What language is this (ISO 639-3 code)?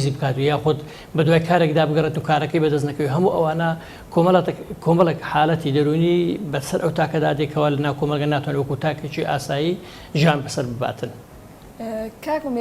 ckb